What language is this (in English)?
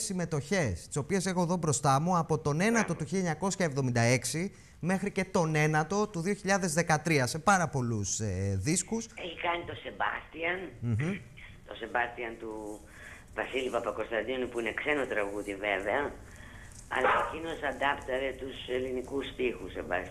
Greek